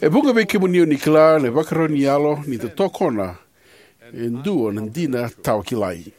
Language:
Fijian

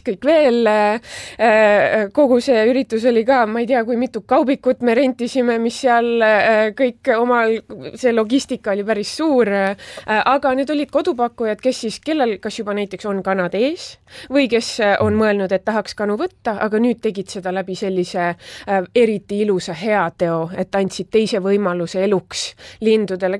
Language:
Estonian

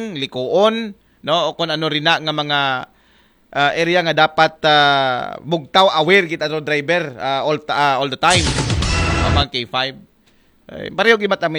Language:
Aklanon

